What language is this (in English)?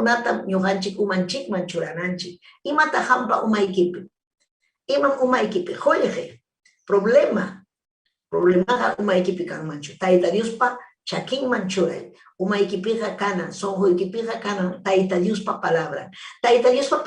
Ayacucho Quechua